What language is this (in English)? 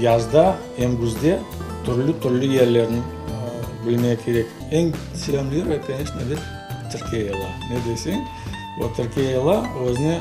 Crimean Tatar